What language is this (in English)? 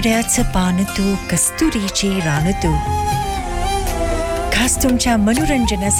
Marathi